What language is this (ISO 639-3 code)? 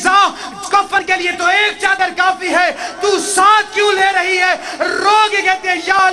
urd